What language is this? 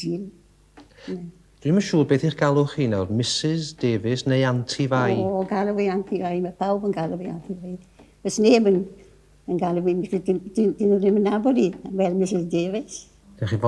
Welsh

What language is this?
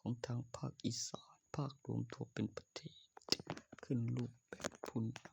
Lao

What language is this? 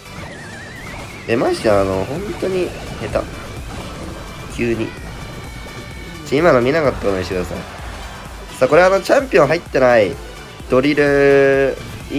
Japanese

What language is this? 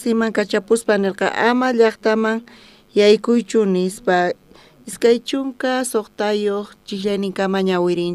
South Bolivian Quechua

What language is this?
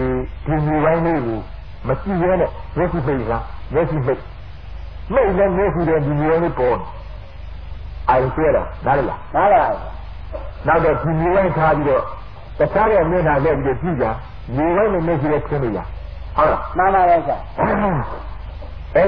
Burmese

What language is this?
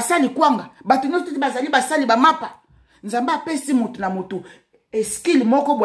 Lingala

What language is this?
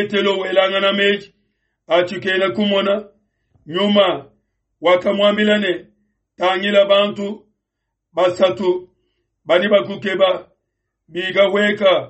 Luba-Lulua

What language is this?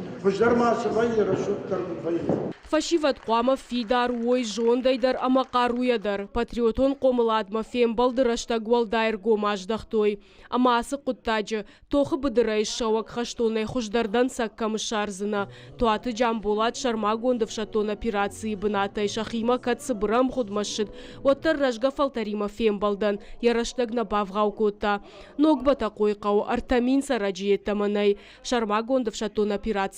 Ossetic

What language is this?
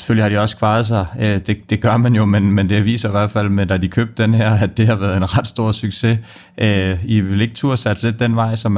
Danish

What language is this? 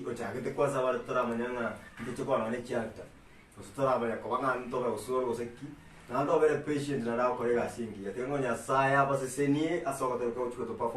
Gusii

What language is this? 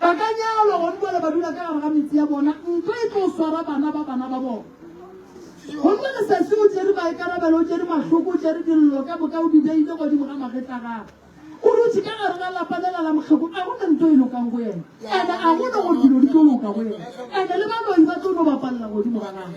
Northern Sotho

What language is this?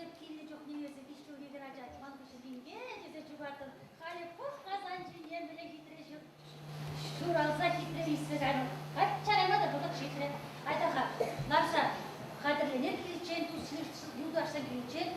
Chuvash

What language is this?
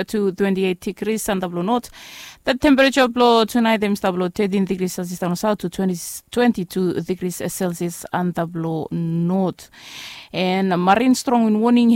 Bislama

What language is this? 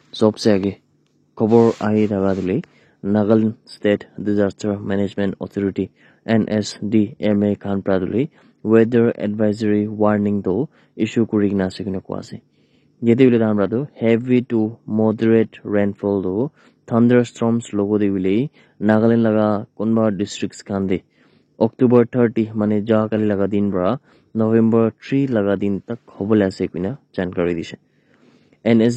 Naga Pidgin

